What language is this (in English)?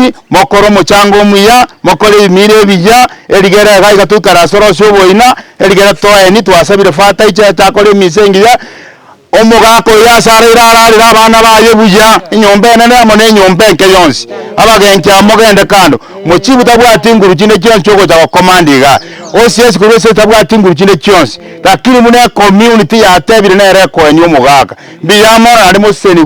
Gusii